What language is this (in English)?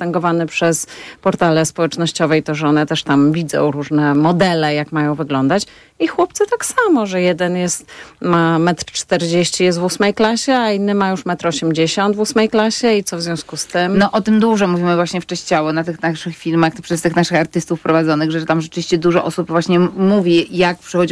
Polish